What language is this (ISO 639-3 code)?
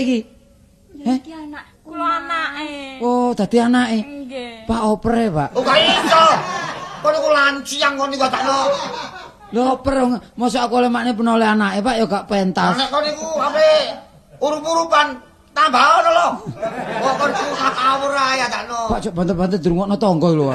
jav